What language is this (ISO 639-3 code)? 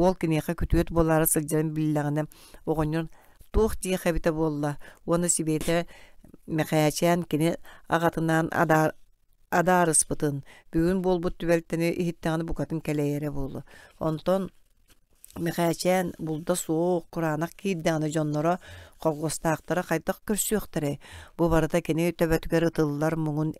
sah